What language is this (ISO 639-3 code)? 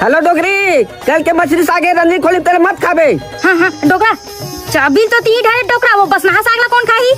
hne